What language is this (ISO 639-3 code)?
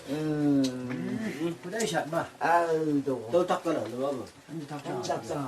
nbc